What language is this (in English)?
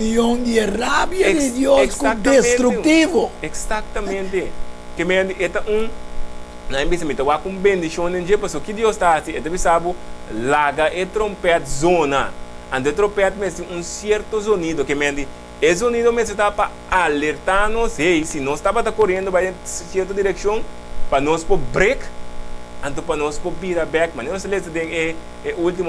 Papiamento